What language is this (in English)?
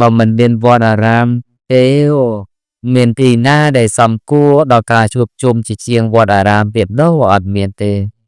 Khmer